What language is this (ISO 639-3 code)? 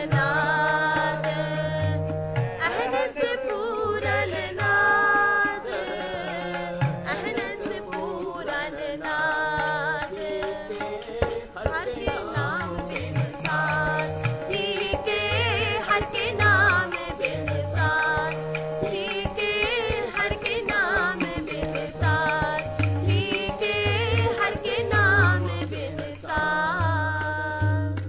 pan